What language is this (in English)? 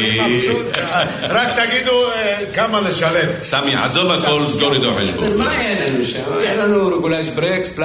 Hebrew